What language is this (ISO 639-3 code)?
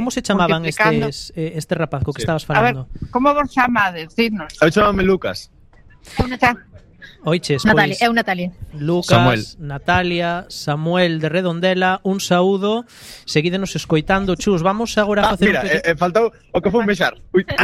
glg